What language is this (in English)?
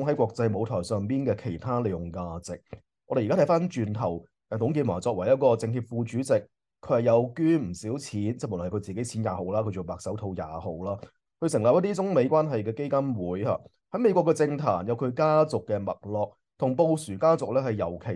Cantonese